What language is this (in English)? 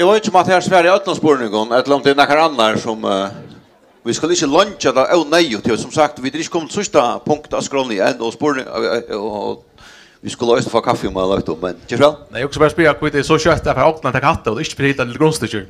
Faroese